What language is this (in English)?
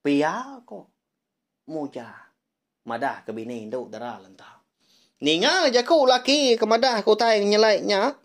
Iban